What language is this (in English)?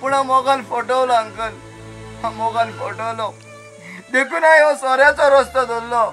Konkani